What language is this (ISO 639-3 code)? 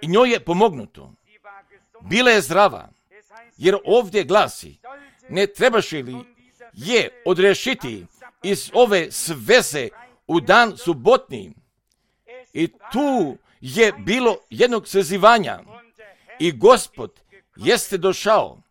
hrv